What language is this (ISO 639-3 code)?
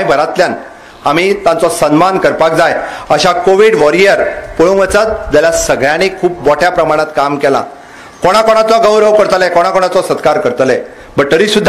kok